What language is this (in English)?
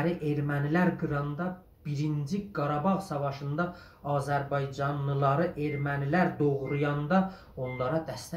South Azerbaijani